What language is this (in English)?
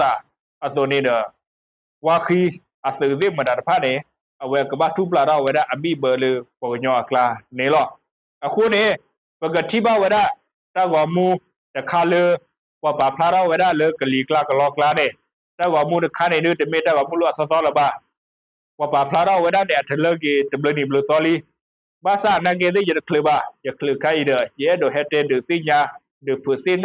S'gaw Karen